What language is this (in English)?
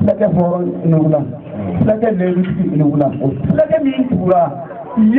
Bambara